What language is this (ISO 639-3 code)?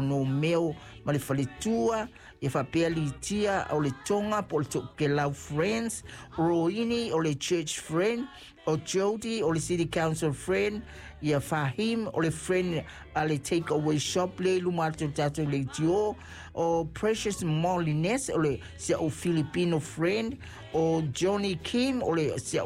smo